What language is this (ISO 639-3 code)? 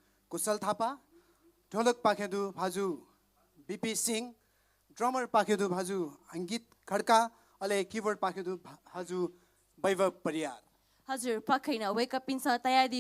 new